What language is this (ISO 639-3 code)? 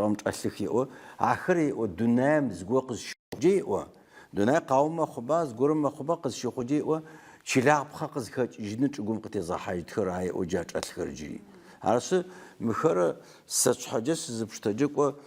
ady